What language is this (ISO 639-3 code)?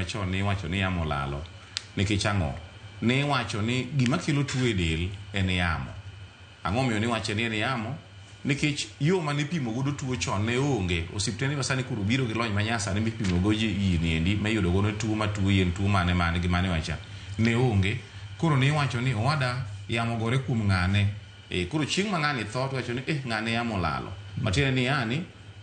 luo